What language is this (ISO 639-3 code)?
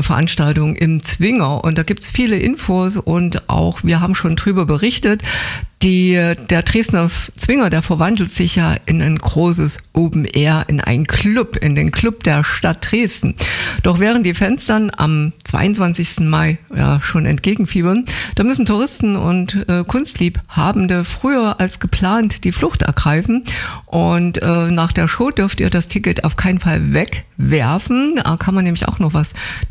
deu